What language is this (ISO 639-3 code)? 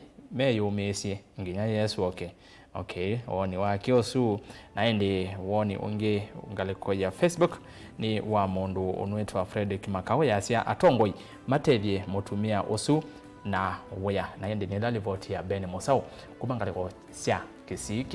kam